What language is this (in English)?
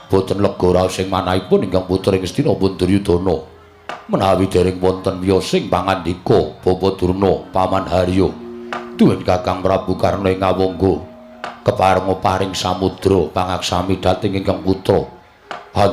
Javanese